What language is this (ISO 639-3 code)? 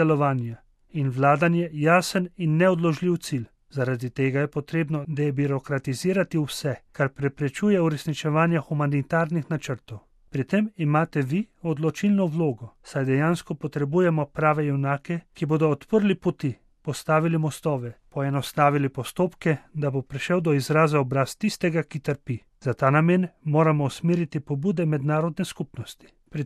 slv